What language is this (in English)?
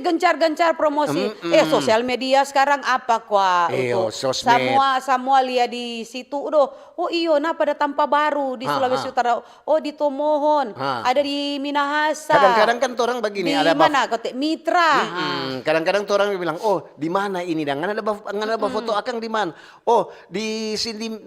Manado Malay